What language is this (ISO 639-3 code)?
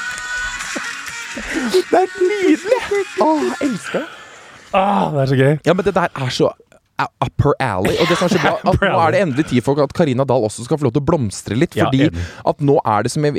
nor